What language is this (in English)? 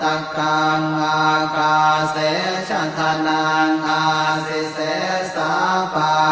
Pali